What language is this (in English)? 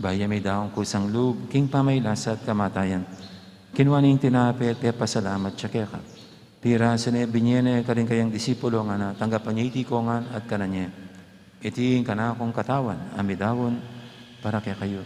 Pampanga